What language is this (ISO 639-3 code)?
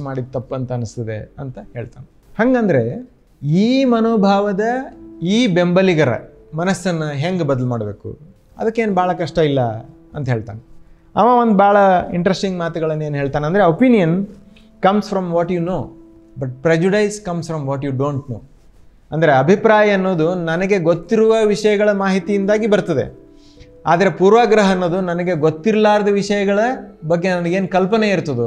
kan